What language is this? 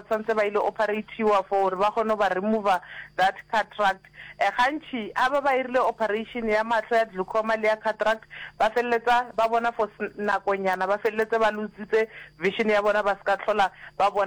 Northern Sotho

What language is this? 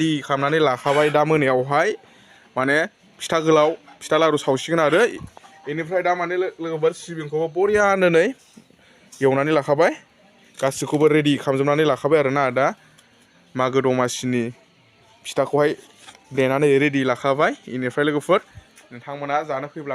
Bodo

